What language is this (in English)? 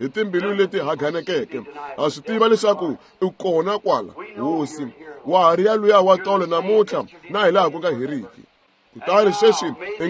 Tsonga